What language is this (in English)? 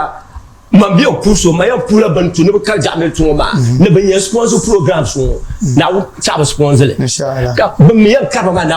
Dagbani